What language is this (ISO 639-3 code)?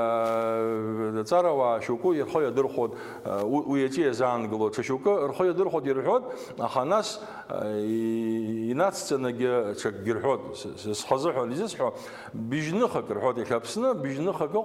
abk